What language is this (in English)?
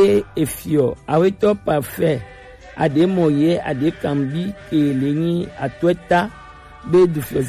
Gen